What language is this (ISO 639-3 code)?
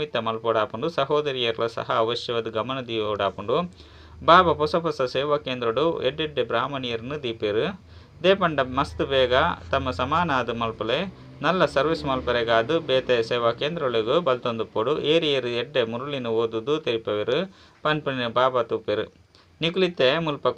tcy